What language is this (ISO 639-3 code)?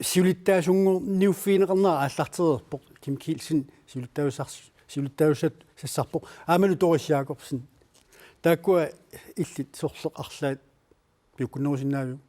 kal